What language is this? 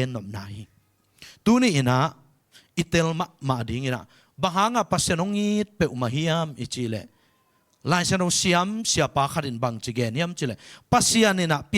Tedim Chin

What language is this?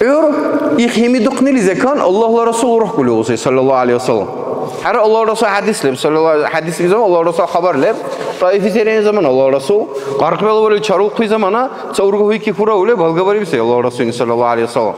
Dargwa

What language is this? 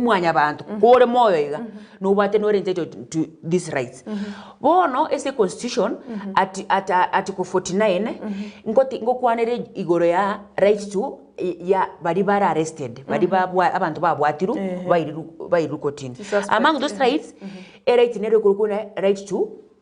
Gusii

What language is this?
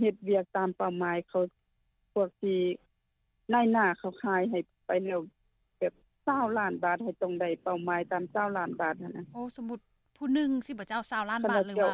Lao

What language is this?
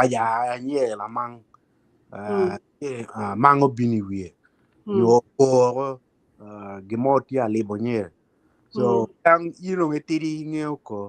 Acoli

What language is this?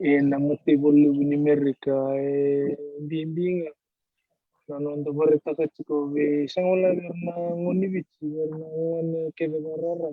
Fijian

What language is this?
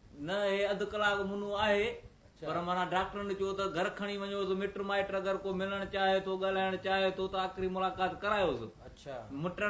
Sindhi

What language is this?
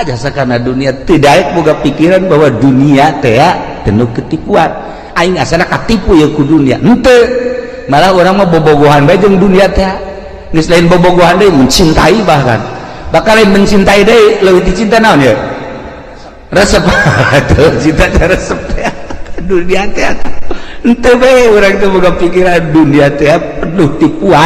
Sundanese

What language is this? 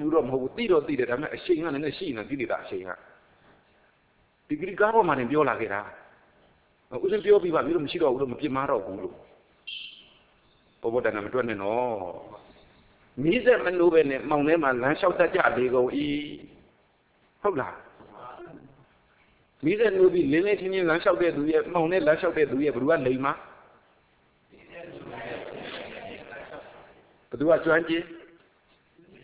Burmese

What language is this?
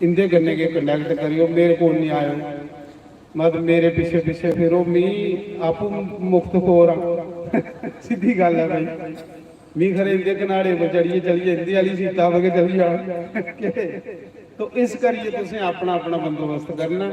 Dogri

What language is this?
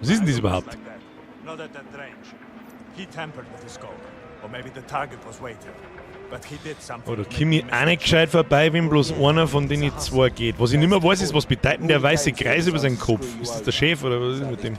Bavarian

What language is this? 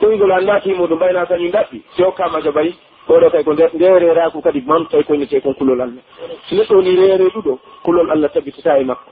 Pular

